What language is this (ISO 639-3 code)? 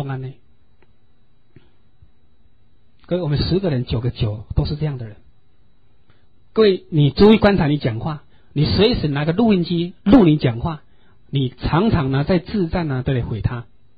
zho